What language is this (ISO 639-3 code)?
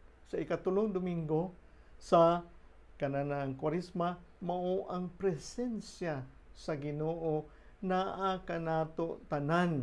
ceb